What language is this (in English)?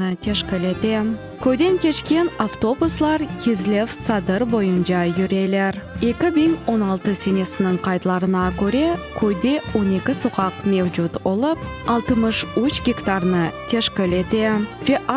Crimean Tatar